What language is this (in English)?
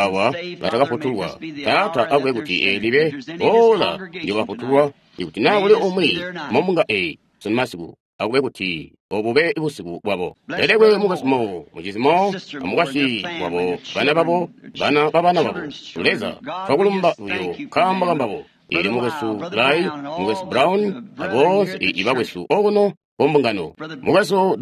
Tonga (Zambia)